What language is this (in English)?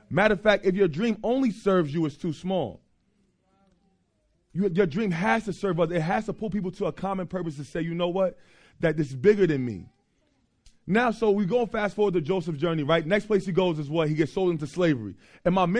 English